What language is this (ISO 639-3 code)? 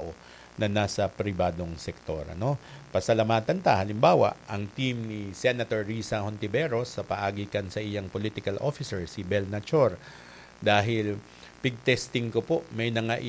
bik